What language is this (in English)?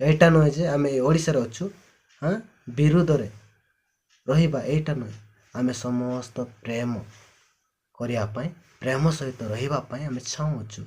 Odia